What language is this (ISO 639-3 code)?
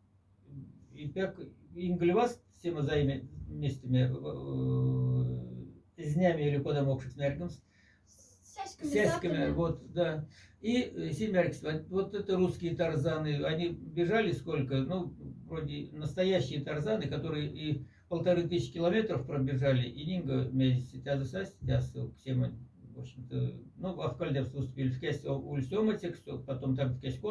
mdf